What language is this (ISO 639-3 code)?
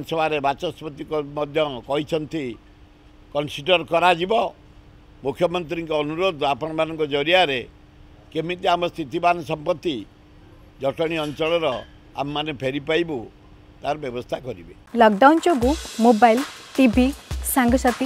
ori